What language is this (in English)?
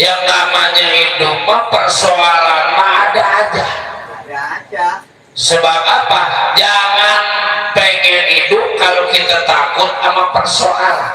Betawi